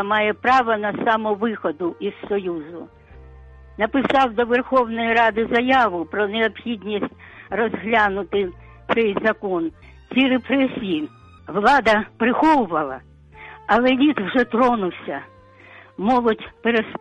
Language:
Ukrainian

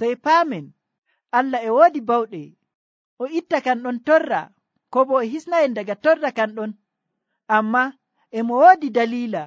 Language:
Nigerian Fulfulde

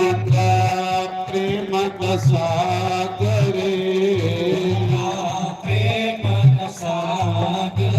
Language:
Dogri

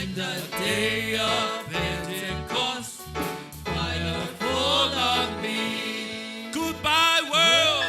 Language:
Samoan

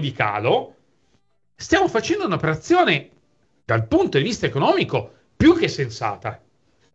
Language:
Italian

